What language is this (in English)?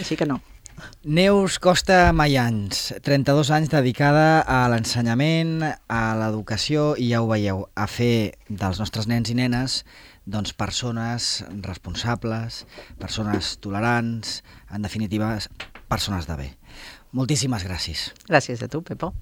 Catalan